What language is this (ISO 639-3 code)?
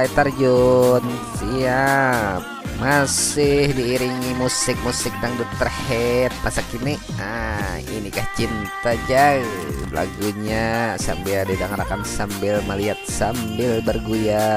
bjn